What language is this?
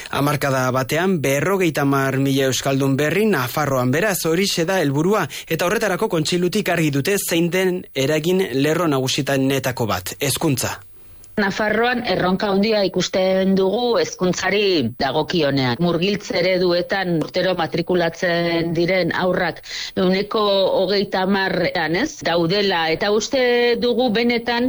Basque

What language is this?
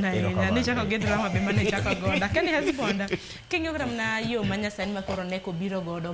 Luo (Kenya and Tanzania)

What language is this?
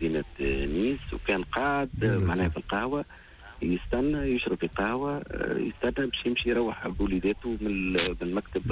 Tunisian Arabic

